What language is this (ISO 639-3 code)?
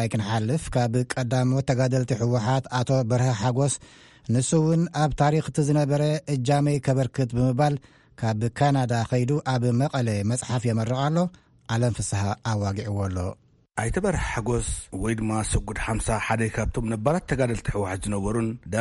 tir